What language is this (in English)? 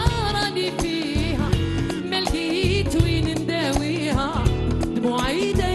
Algerian Arabic